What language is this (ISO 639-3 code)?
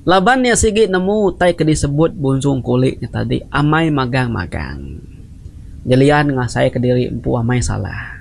iba